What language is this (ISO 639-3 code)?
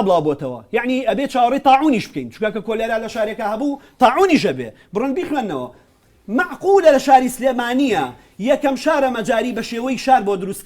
ckb